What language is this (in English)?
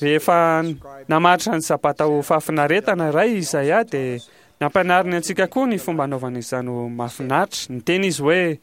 Malagasy